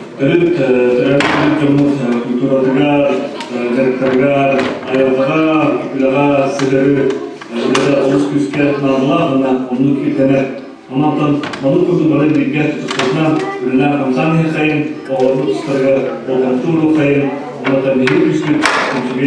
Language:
Yakut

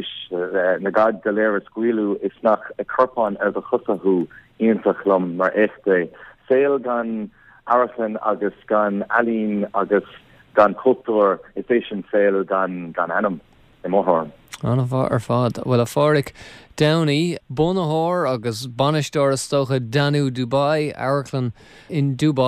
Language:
Irish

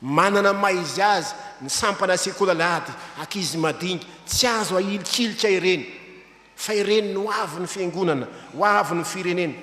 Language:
Malagasy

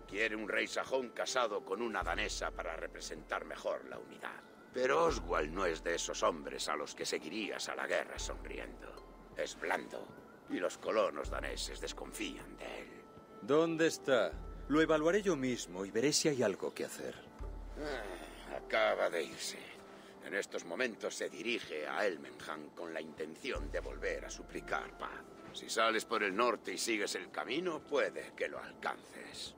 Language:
Spanish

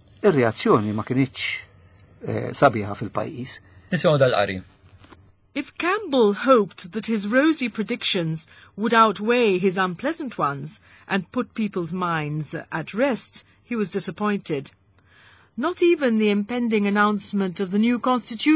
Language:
Maltese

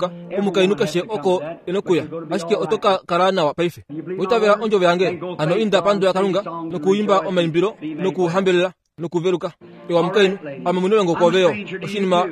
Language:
Kuanyama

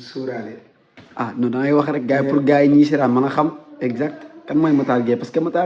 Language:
Wolof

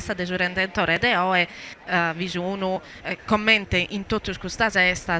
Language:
Sardinian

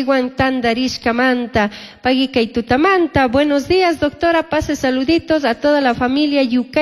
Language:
Chimborazo Highland Quichua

